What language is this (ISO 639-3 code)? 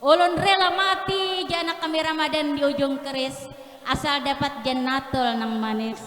bjn